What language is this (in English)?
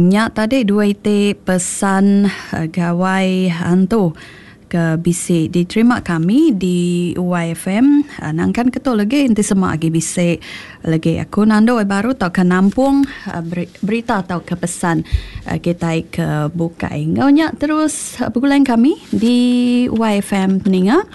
Iban